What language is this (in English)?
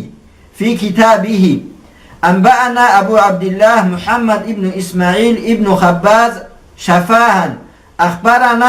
Avaric